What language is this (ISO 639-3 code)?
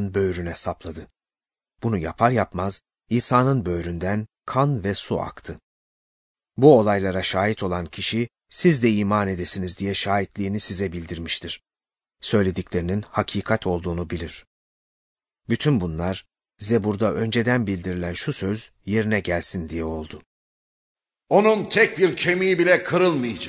tur